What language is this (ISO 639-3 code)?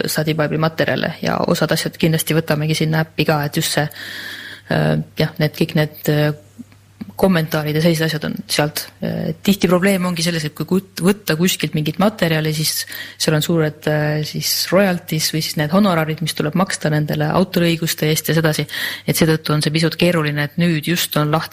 est